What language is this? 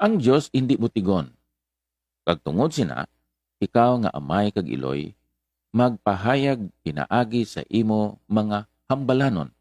Hiligaynon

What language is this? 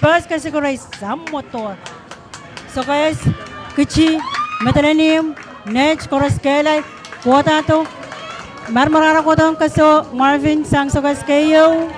Pohnpeian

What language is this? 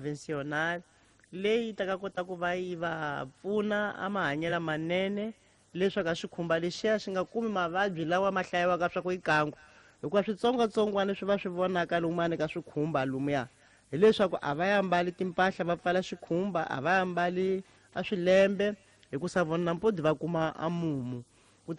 Tsonga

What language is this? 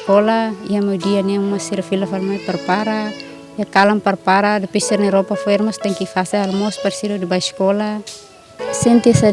Tetum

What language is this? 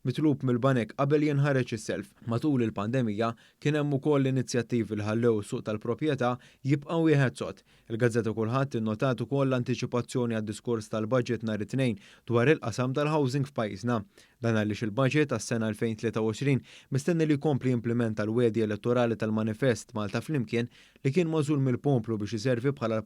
Maltese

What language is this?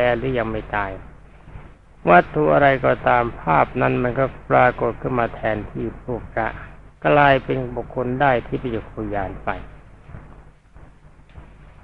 Thai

